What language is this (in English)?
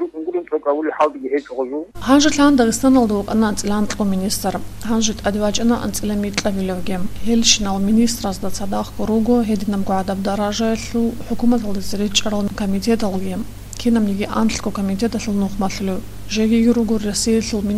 Avaric